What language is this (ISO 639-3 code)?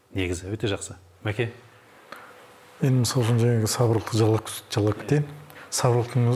kaz